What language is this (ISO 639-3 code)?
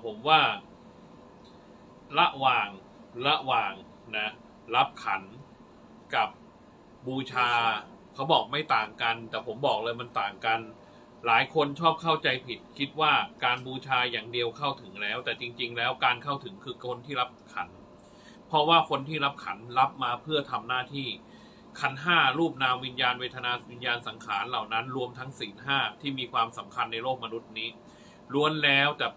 tha